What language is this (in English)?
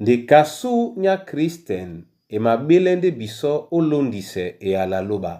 Duala